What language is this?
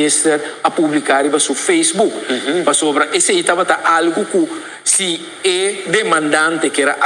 Papiamento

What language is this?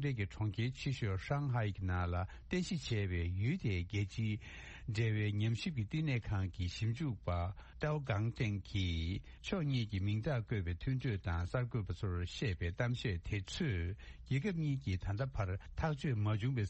Tibetan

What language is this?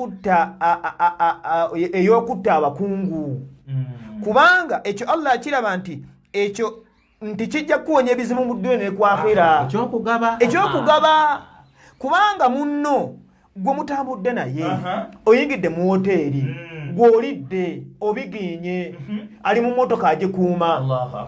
Ganda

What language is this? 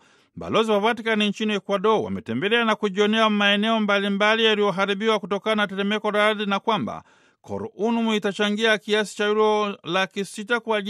Swahili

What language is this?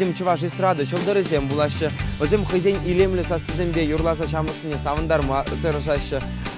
Chuvash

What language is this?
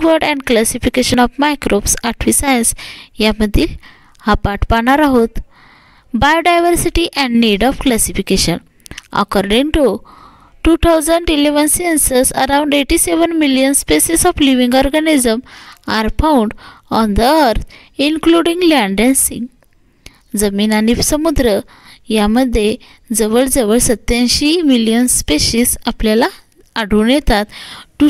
Marathi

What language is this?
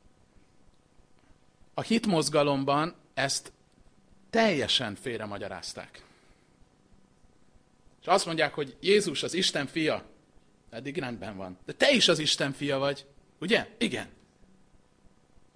Hungarian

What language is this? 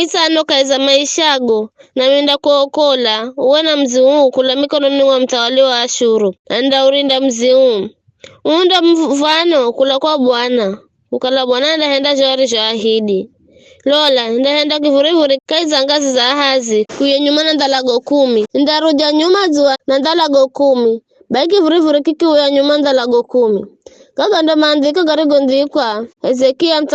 Giryama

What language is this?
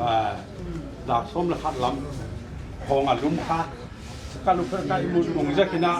Paite Chin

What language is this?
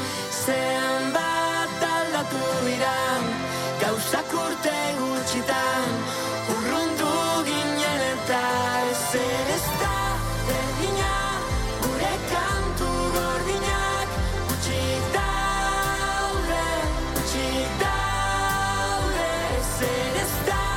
Basque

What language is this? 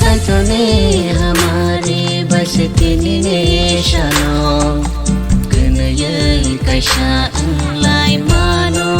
Kok Borok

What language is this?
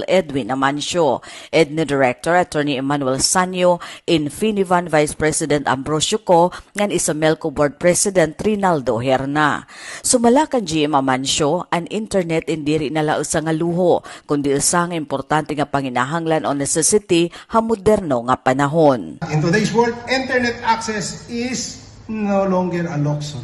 Waray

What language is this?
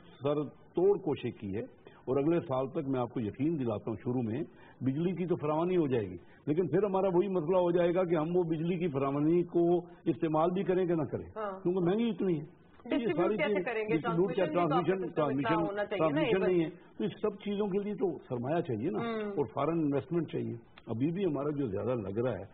Urdu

